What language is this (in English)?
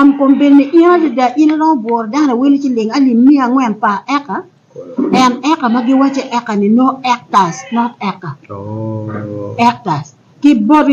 Acoli